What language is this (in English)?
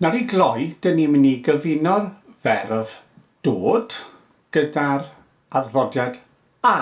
Welsh